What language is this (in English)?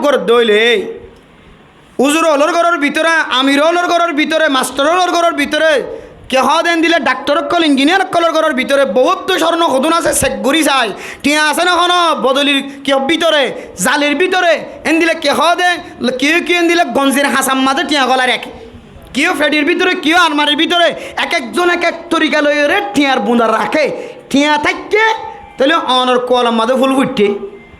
Rohingya